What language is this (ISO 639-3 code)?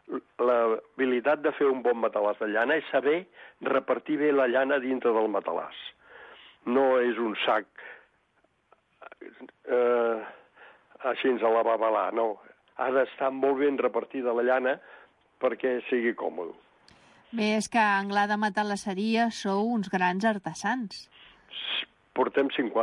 cat